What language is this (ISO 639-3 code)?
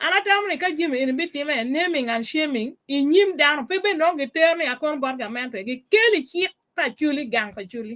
ach